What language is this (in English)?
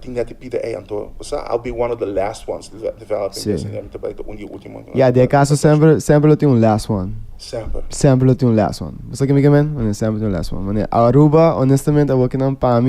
Papiamento